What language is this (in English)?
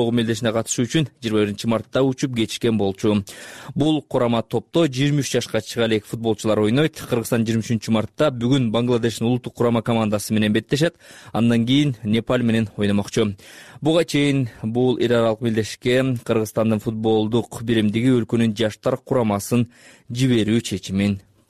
Kyrgyz